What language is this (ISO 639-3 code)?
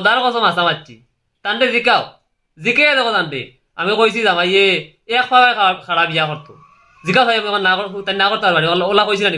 syl